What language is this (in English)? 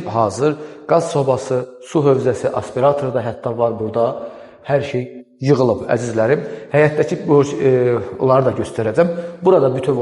Azerbaijani